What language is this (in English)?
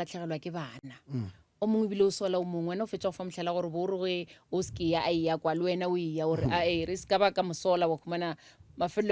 Northern Sotho